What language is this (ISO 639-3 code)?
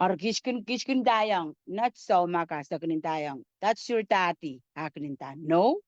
pon